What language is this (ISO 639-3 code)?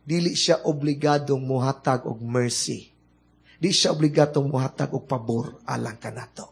ceb